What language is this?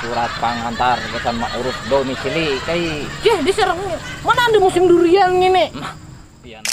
Banjar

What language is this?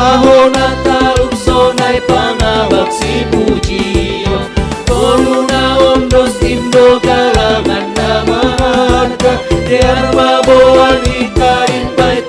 Batak Simalungun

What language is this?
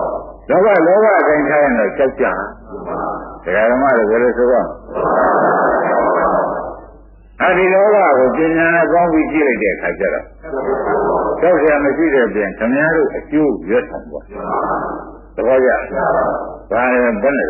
Burmese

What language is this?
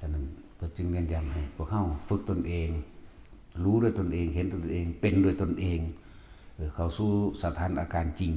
Northeastern Thai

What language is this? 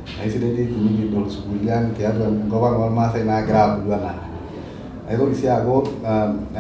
Masai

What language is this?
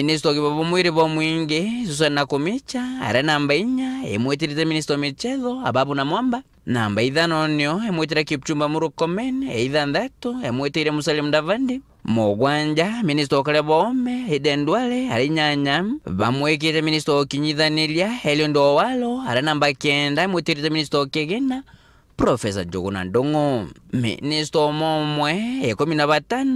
Meru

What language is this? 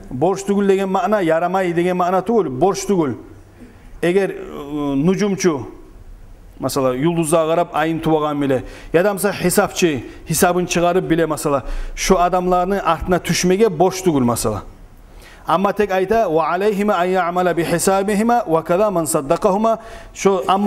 Kumyk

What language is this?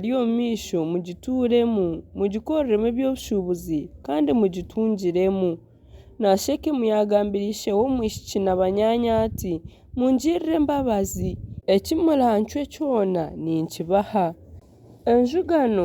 Nyankole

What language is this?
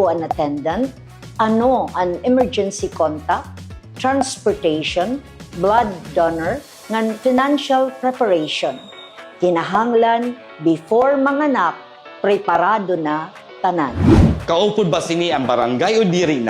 Waray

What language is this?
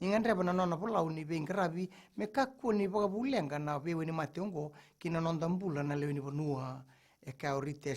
Fijian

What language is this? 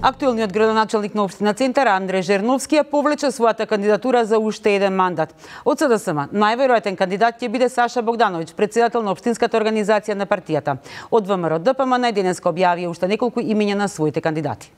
Macedonian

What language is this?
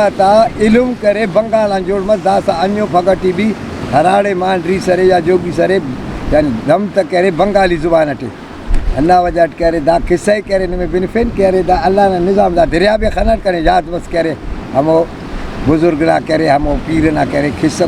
Brahui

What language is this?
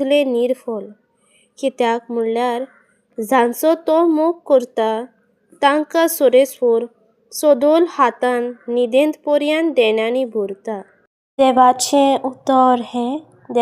Konkani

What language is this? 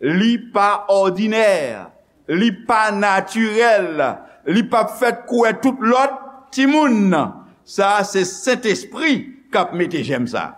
Haitian Creole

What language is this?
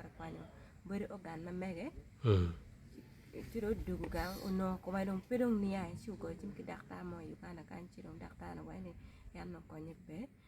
Acoli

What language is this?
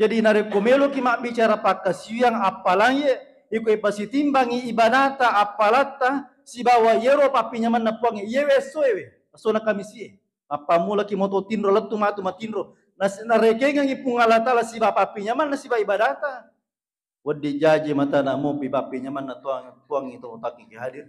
Buginese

